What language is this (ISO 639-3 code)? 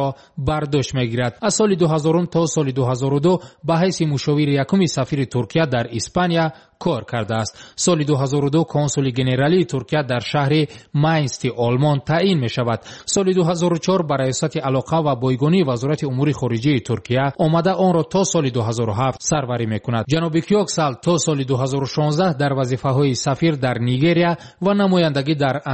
fas